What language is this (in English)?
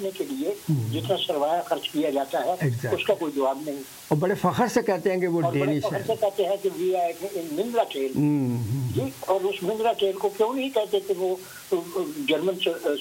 Urdu